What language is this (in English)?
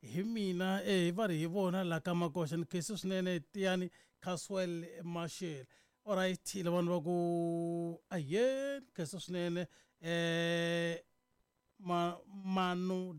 Tsonga